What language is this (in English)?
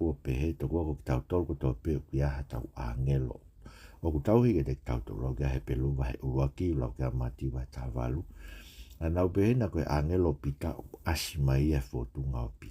Tongan